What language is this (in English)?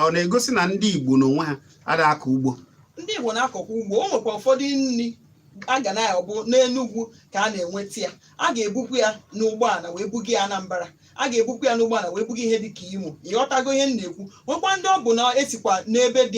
Igbo